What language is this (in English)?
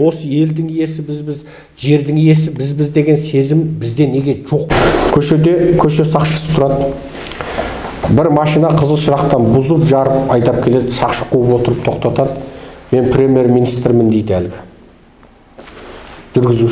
Kazakh